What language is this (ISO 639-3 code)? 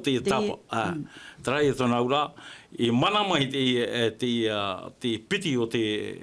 tah